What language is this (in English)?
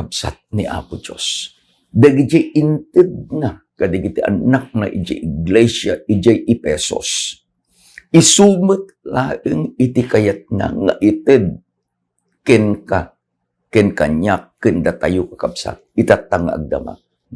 Iloko